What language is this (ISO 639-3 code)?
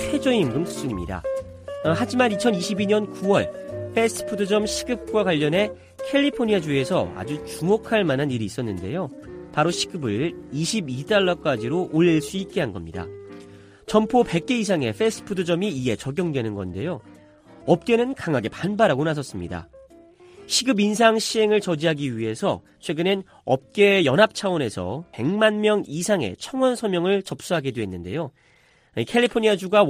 kor